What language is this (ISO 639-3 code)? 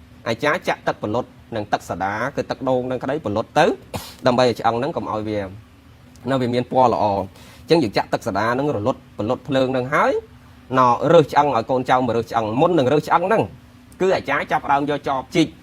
khm